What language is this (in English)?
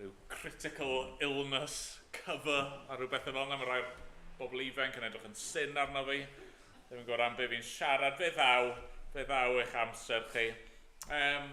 Welsh